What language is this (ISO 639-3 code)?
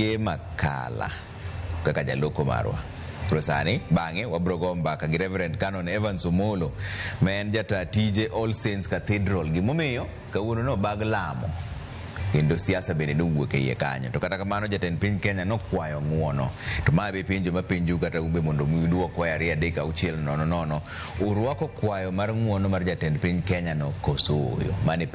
luo